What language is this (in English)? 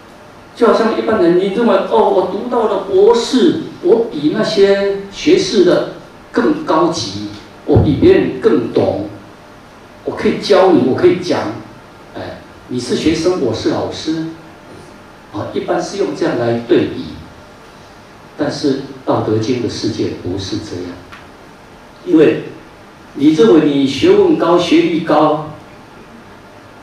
Chinese